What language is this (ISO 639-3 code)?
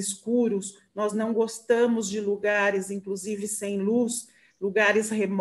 por